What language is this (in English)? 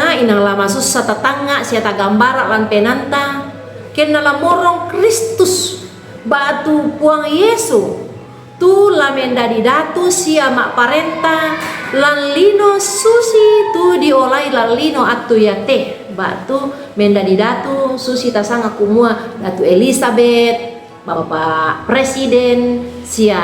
Toraja-Sa'dan